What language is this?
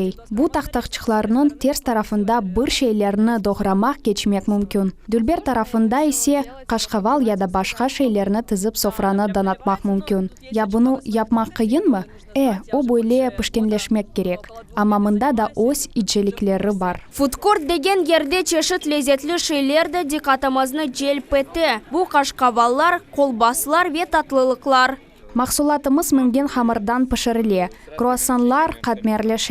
Crimean Tatar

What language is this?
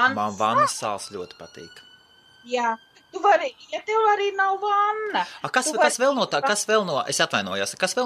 Latvian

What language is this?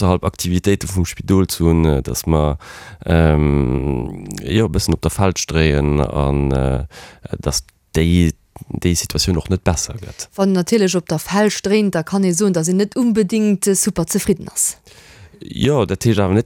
Luxembourgish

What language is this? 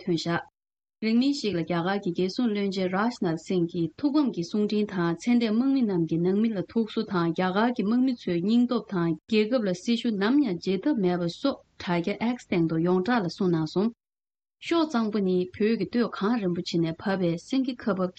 Tibetan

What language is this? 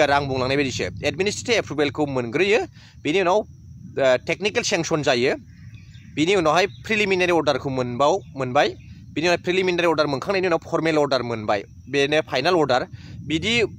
Bodo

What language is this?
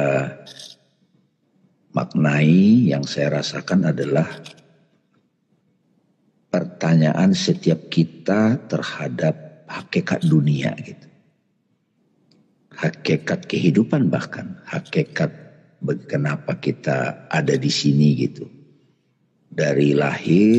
Indonesian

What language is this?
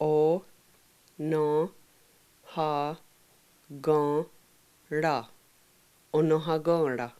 Mohawk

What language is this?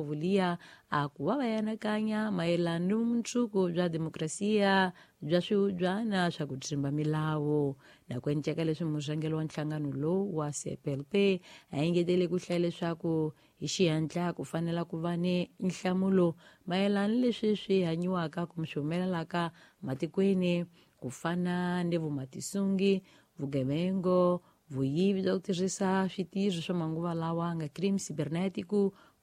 Tsonga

